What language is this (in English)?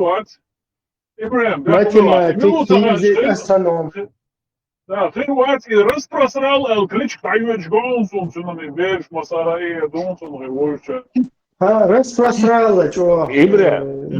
Chechen